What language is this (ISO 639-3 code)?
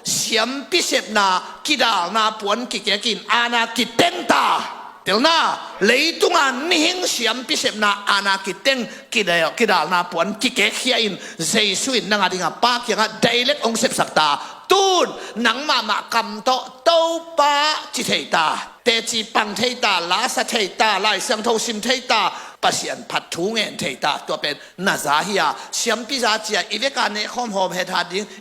ctd